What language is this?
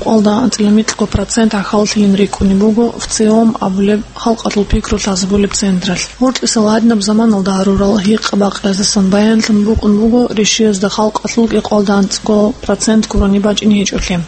Avaric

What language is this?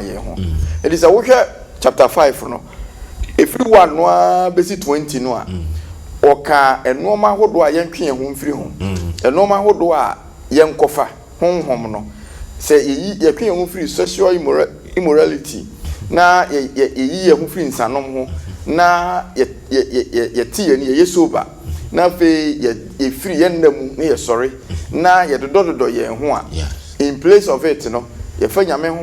Akan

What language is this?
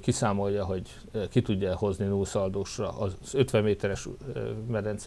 Hungarian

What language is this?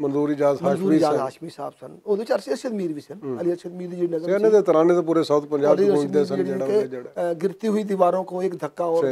Western Panjabi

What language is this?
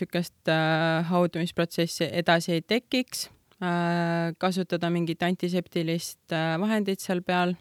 Estonian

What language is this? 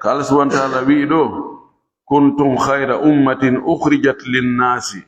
Fula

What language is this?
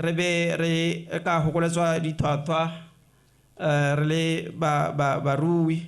Tswana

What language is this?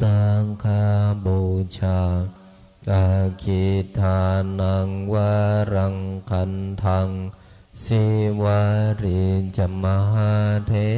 Pali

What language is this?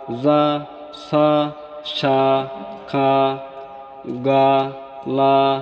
Rohingya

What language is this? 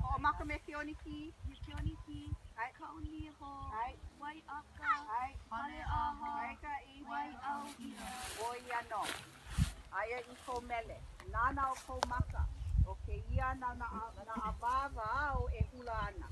Hawaiian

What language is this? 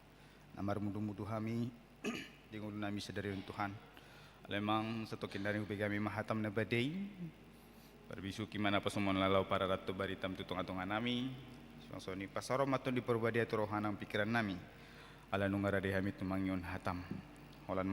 Batak Toba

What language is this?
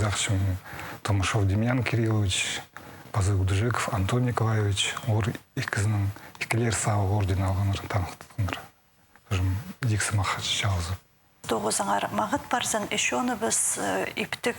Khakas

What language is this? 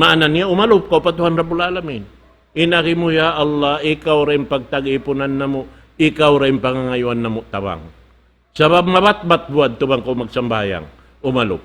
Tausug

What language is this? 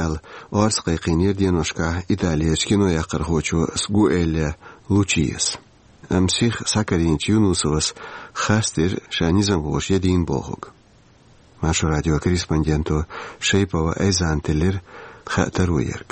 Chechen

